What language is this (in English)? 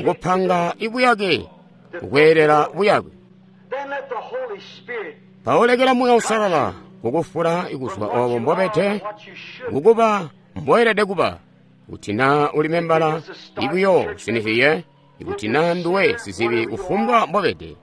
Tonga (Zambia)